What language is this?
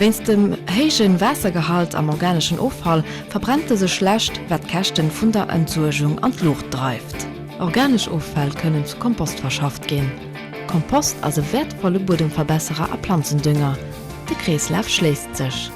Luxembourgish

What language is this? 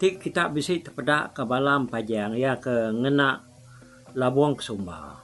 Iban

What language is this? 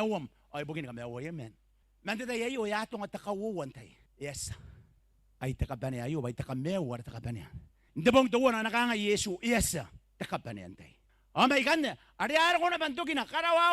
Gilbertese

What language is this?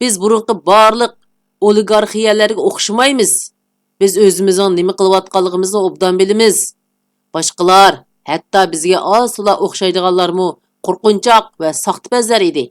Uyghur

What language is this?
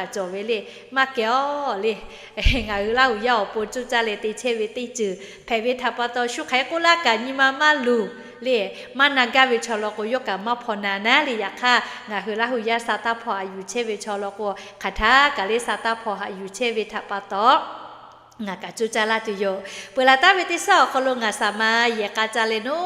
Lahu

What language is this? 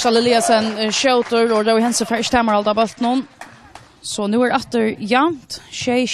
Faroese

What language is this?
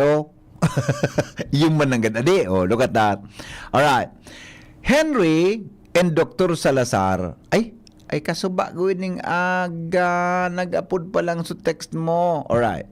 Bikol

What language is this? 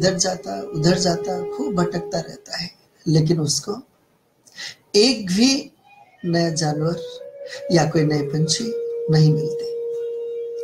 Hindi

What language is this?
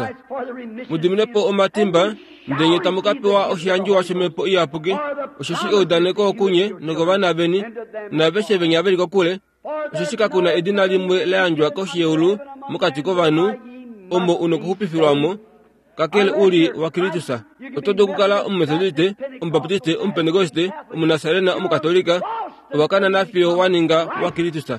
Kuanyama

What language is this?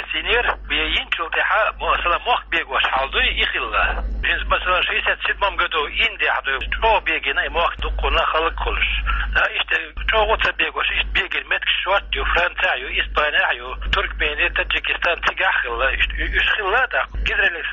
Chechen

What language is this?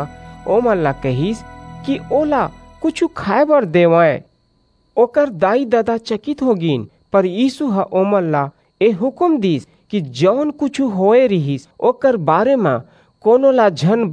Chhattisgarhi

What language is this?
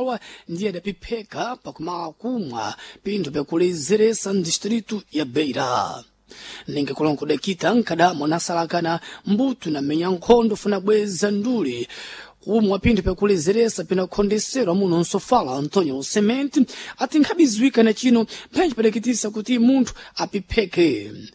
Sena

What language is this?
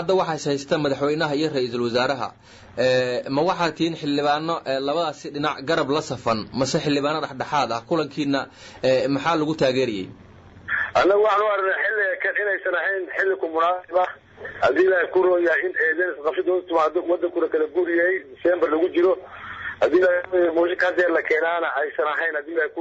Somali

